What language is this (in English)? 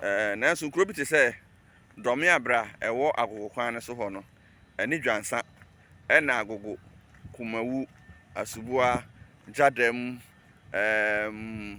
Akan